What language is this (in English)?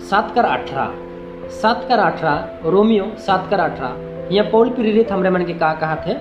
Sadri